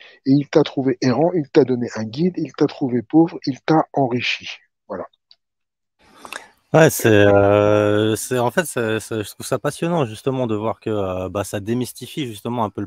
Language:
French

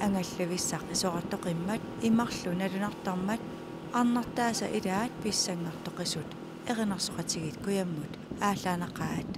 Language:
Kalaallisut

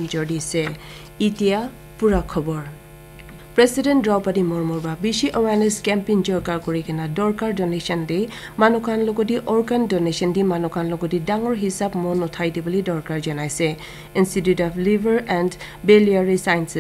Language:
Naga Pidgin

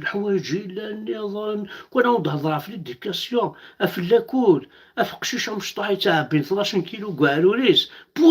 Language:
Kabyle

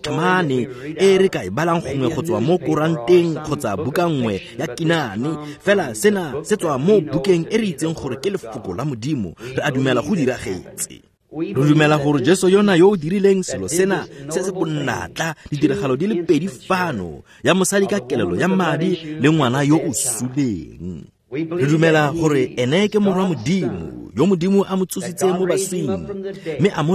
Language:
Tswana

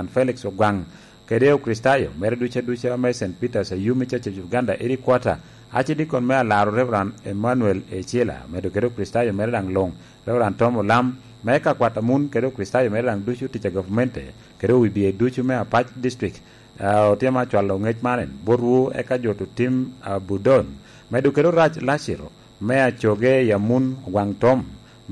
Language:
Lango (Uganda)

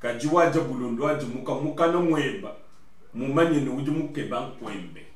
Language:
Luba-Lulua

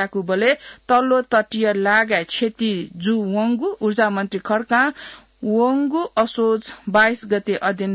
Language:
Newari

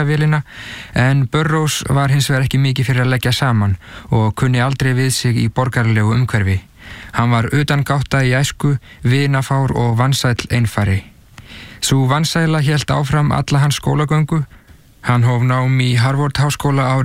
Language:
Icelandic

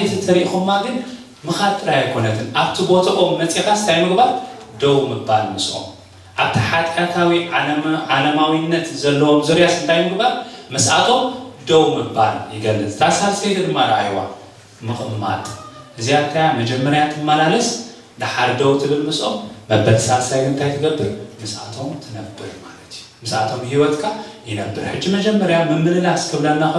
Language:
Tigrinya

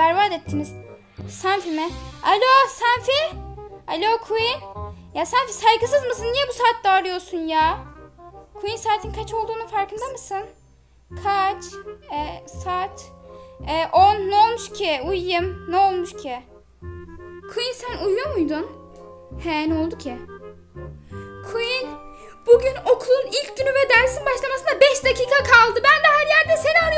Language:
Turkish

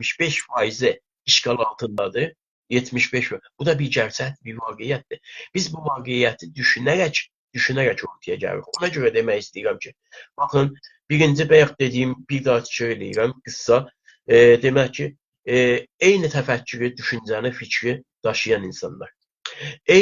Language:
South Azerbaijani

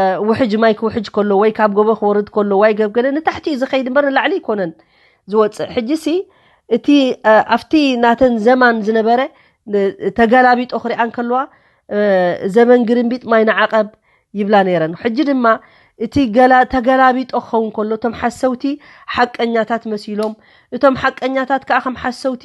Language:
Tigrinya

